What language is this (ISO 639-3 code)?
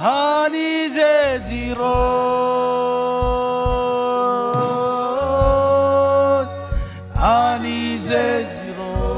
mah